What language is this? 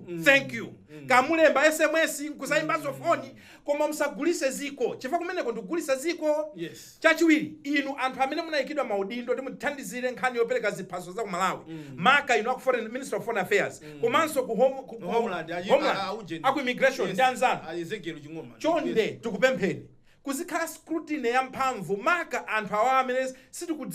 Nyanja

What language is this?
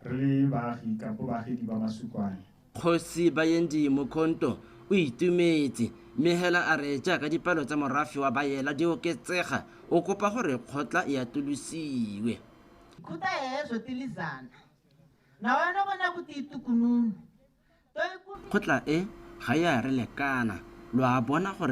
Tswana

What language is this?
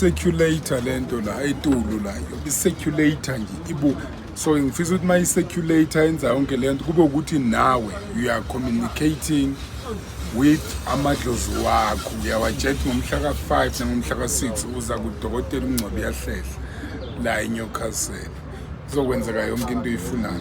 Zulu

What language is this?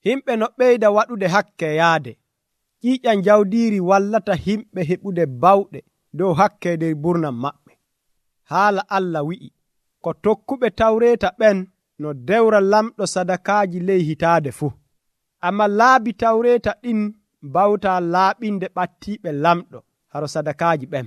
Nigerian Fulfulde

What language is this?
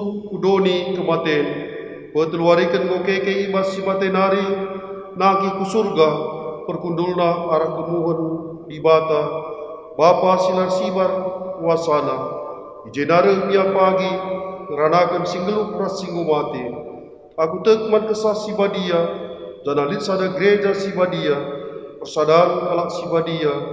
Batak Karo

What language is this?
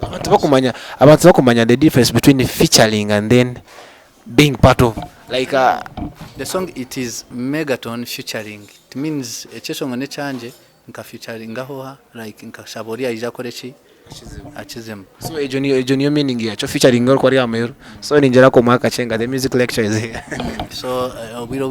Nyankole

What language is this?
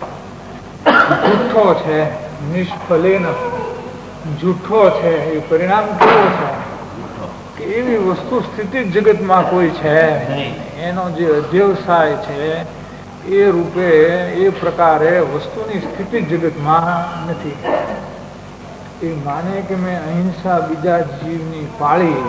Gujarati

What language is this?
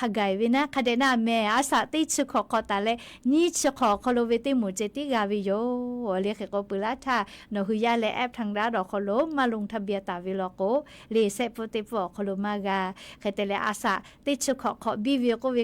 Lahu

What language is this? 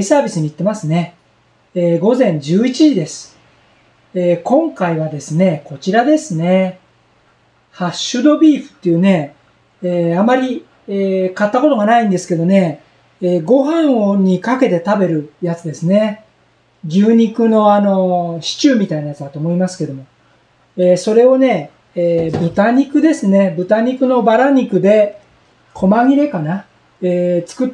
Japanese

